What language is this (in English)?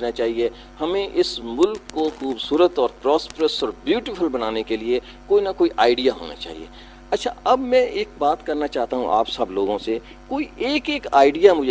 Urdu